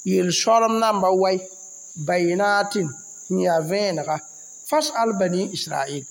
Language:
Mossi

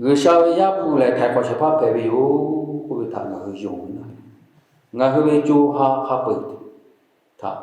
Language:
Lahu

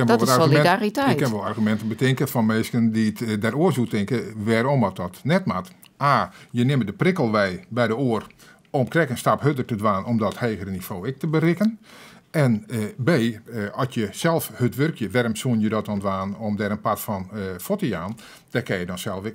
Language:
Western Frisian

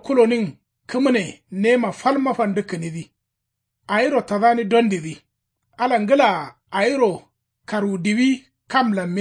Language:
Kanuri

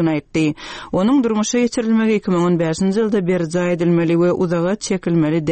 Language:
Turkmen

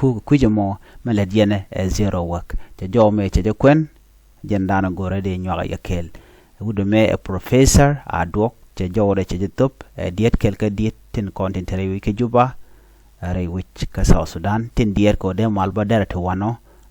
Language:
Nuer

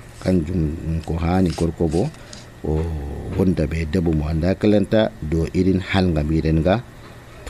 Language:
Nigerian Fulfulde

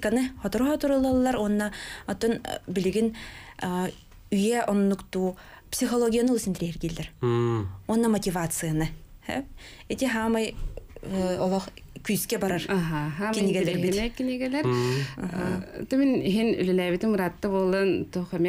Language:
Yakut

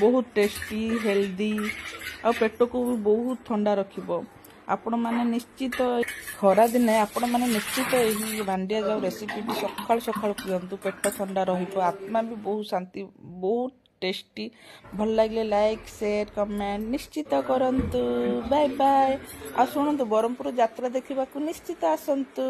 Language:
Odia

